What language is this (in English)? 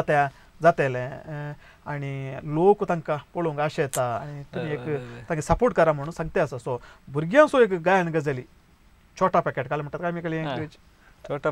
Konkani